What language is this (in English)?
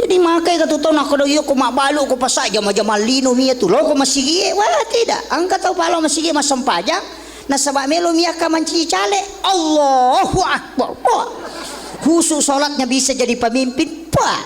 Buginese